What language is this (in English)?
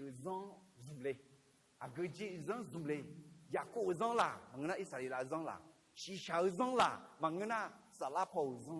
Akha